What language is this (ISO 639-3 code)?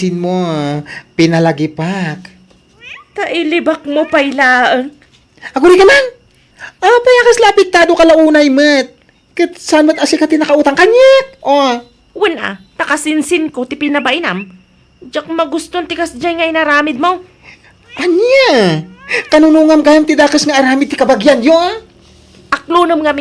ilo